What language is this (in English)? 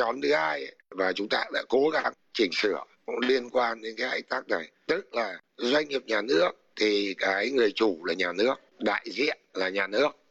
Vietnamese